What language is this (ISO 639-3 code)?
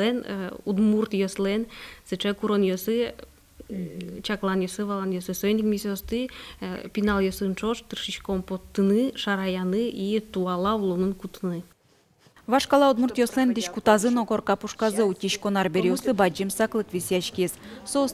udm